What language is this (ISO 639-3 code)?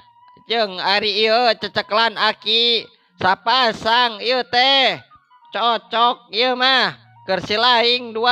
sun